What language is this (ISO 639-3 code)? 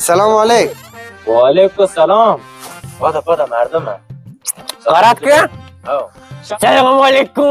bal